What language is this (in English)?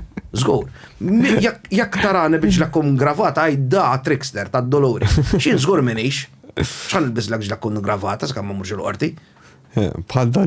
Maltese